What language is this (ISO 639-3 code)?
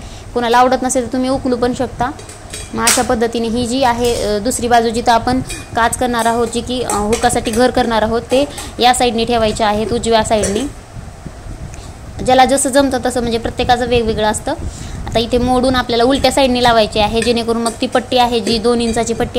mar